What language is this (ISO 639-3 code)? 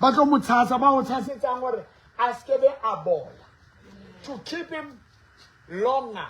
sot